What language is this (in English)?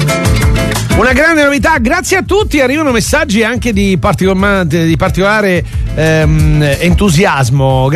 Italian